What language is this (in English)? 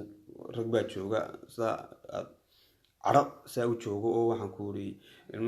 Somali